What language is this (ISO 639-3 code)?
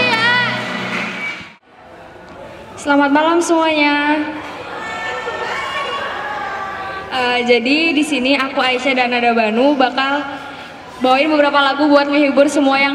ind